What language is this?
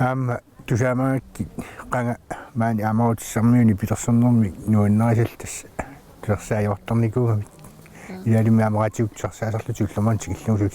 Kalaallisut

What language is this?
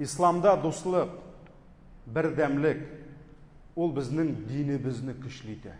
Tatar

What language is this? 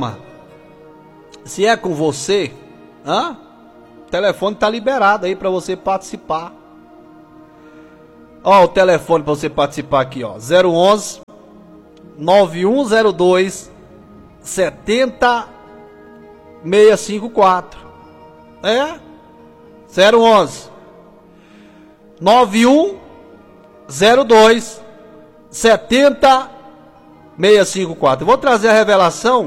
Portuguese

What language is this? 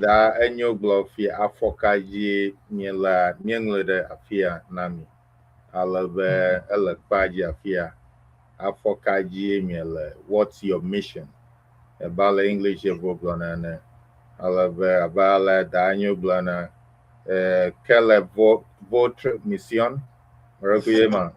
Ewe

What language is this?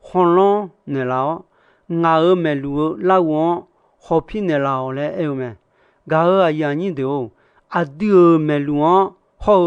Akha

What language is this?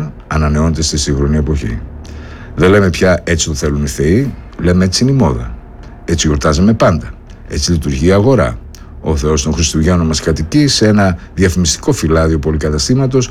Greek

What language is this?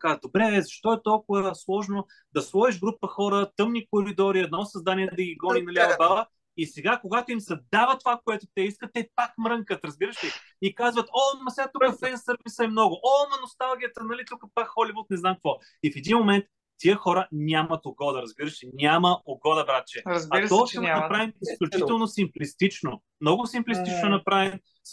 Bulgarian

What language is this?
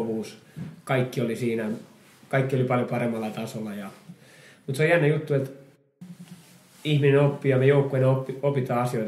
Finnish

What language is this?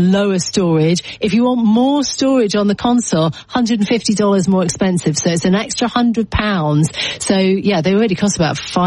English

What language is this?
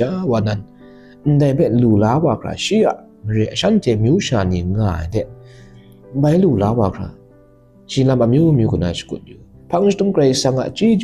Kachin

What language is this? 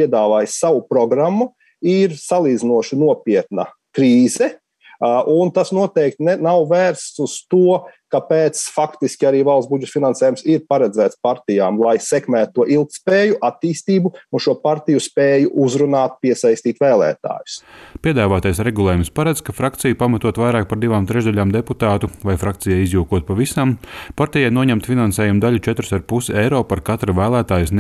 Latvian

